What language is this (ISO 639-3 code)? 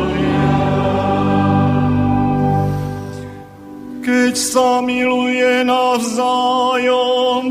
slk